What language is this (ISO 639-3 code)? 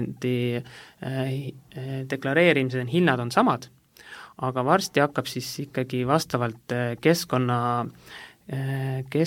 est